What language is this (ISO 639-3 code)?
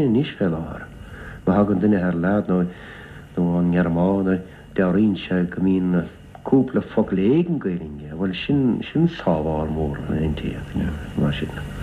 gle